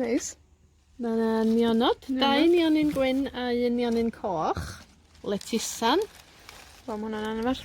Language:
Welsh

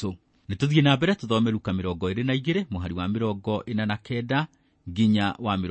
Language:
Kikuyu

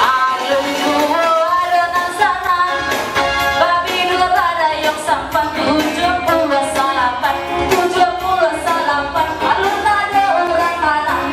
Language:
Minangkabau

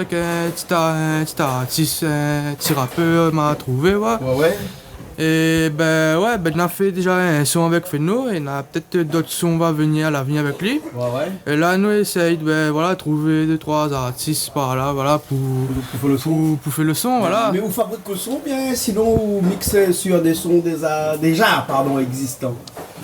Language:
Réunion Creole French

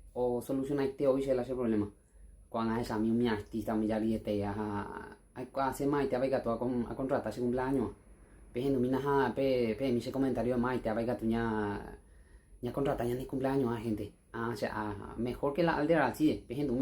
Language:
Guarani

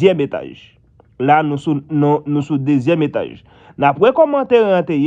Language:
Haitian Creole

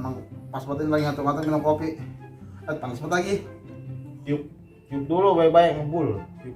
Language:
Betawi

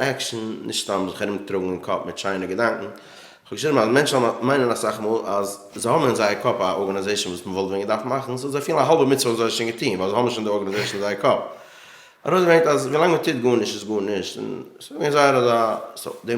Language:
Yiddish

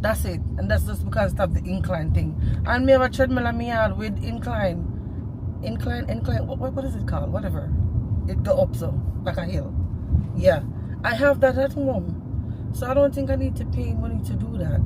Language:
Jamaican Creole English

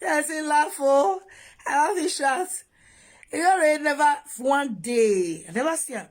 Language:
Nigerian Pidgin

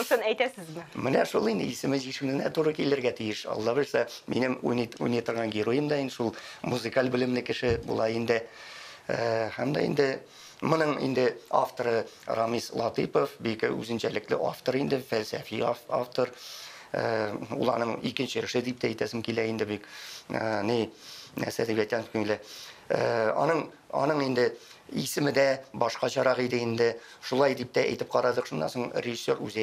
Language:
Tatar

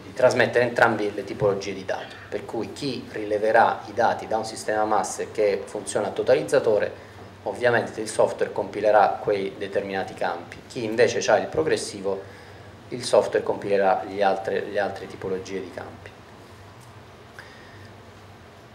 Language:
Italian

